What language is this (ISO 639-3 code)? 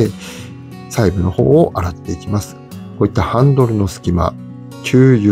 jpn